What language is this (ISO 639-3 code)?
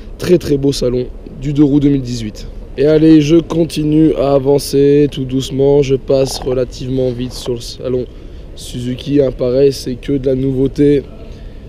fra